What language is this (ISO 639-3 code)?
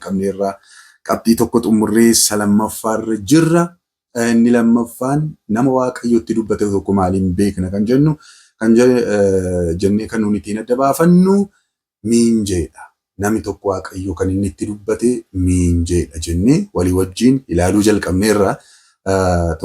orm